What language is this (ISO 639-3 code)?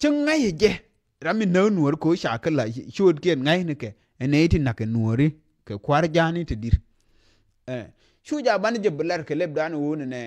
nus